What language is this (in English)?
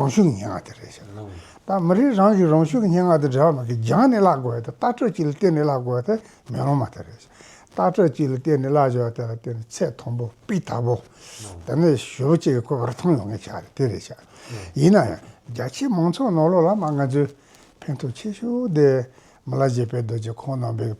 Tibetan